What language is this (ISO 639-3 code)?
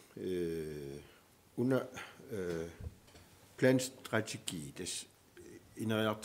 kal